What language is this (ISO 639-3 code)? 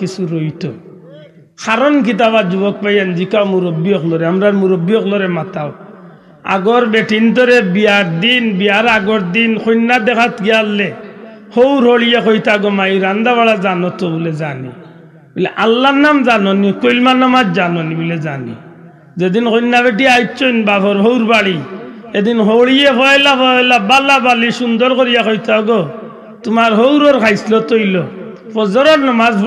syl